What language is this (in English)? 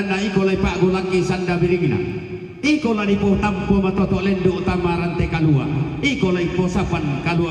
Toraja-Sa'dan